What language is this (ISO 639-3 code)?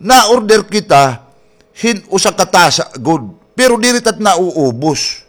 war